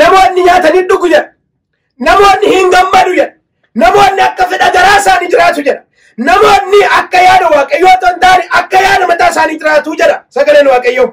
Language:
Oromo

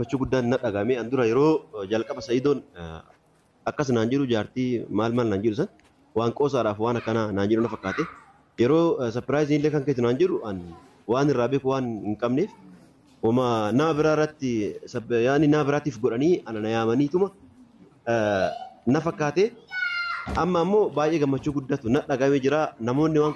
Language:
Oromo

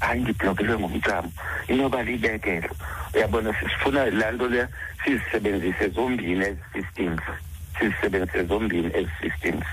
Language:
Xhosa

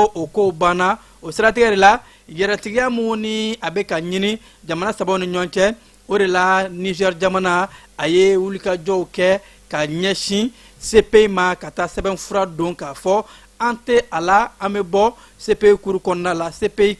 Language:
Bambara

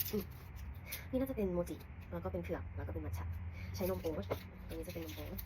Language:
Lao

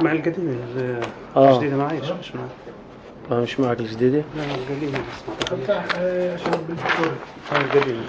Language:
North Levantine Arabic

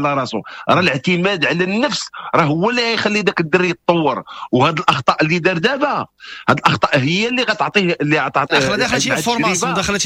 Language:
Moroccan Arabic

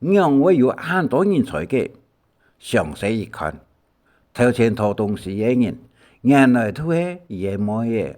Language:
Hakka Chinese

